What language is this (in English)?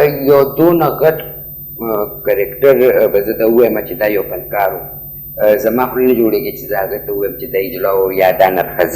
Pashto